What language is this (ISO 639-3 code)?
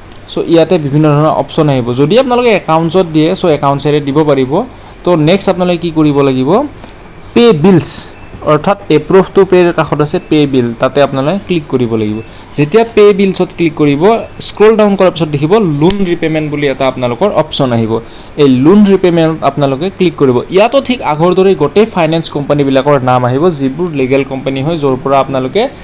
asm